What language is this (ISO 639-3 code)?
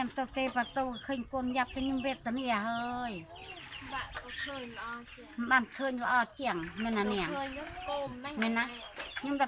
khm